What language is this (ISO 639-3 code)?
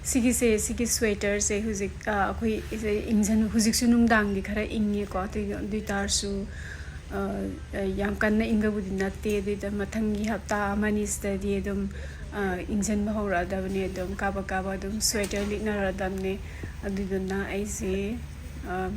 mni